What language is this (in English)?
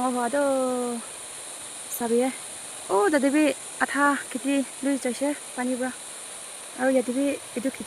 Naga Pidgin